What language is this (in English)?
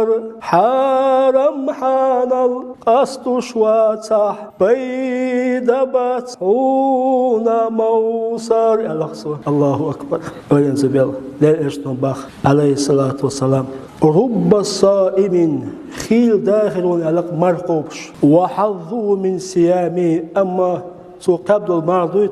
Chechen